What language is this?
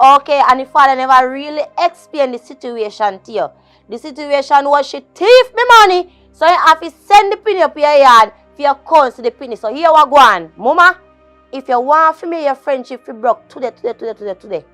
Jamaican Creole English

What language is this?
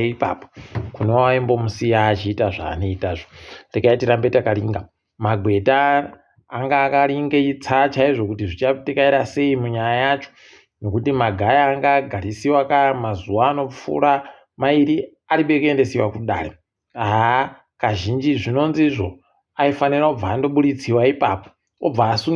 Ndau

